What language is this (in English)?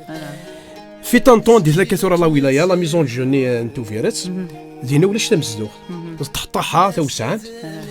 Kabyle